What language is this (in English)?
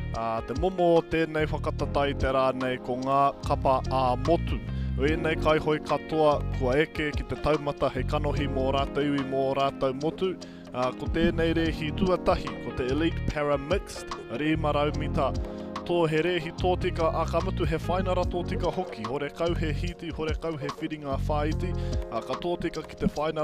Māori